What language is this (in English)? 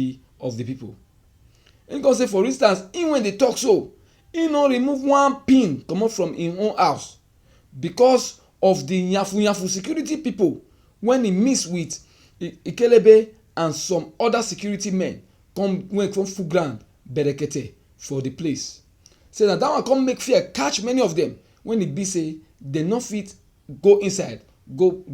Nigerian Pidgin